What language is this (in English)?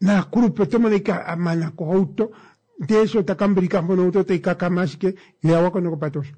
Kuanyama